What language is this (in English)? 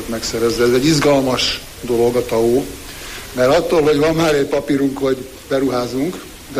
Hungarian